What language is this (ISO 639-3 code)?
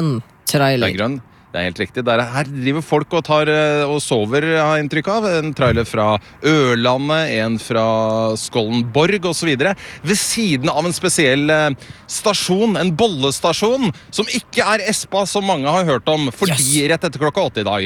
nor